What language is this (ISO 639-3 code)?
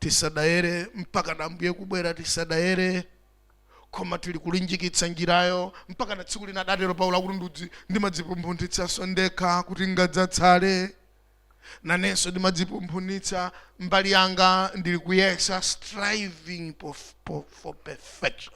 nya